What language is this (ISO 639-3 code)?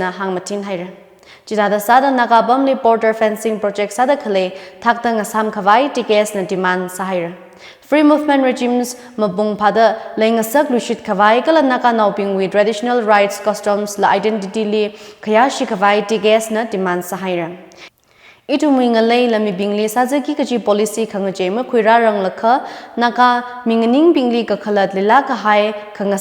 nmf